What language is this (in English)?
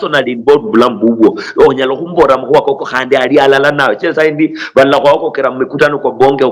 Luyia